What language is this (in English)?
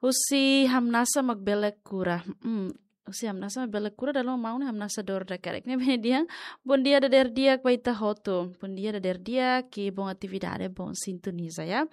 Tetum